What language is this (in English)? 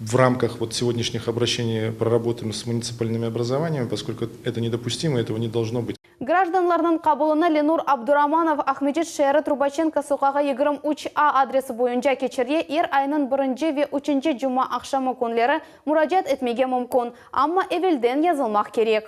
Crimean Tatar